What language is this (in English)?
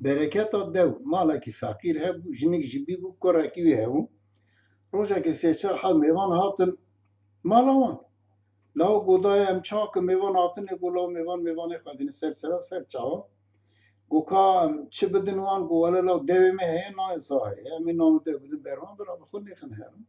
Kurdish